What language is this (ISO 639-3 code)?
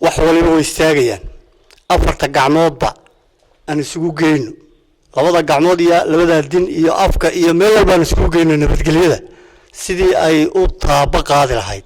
som